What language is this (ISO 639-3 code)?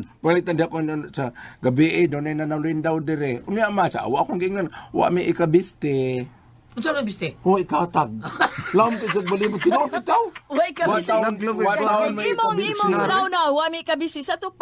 ceb